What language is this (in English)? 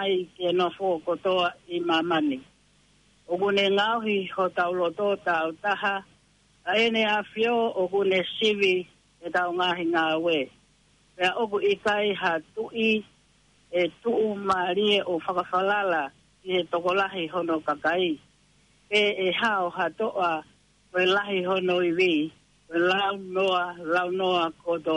Tongan